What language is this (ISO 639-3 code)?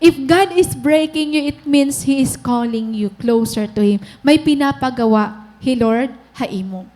war